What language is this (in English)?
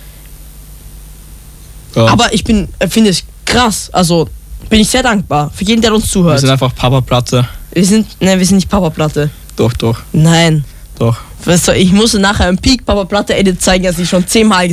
German